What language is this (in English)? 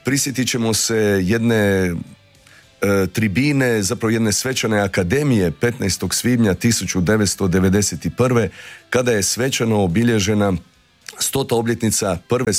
Croatian